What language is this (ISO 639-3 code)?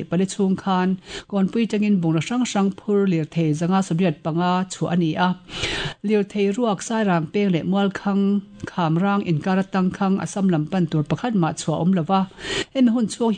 lus